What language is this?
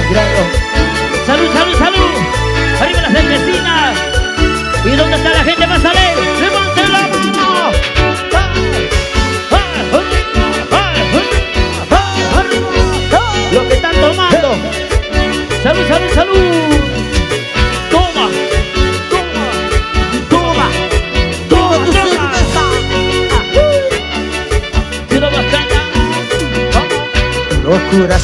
Spanish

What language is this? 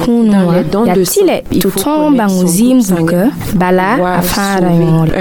Mossi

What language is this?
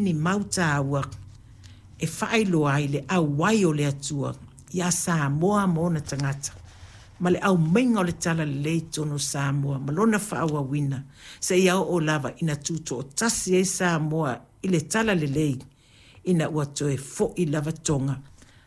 Samoan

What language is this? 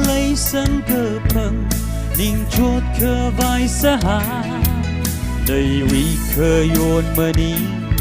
Tangkhul Naga (India)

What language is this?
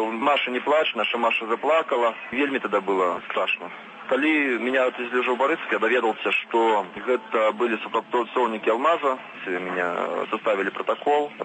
Belarusian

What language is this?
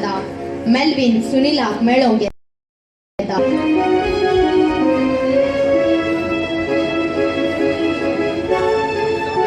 Konkani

